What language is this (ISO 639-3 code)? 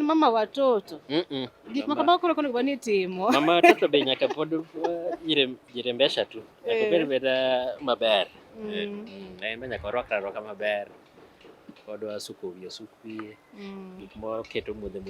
luo